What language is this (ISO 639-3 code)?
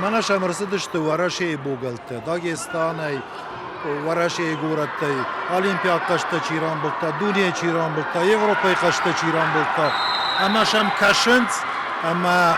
oss